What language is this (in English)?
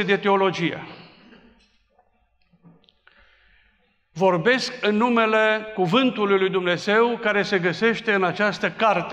Romanian